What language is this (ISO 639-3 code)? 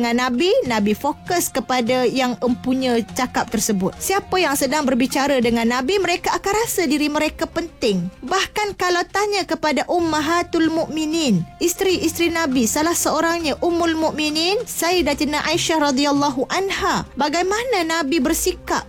msa